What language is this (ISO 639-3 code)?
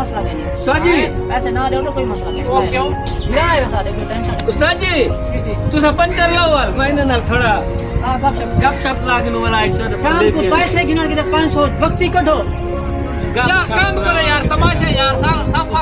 skr